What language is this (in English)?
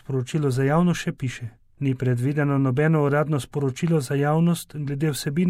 Slovenian